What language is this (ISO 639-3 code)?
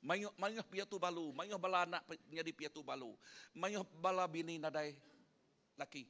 iba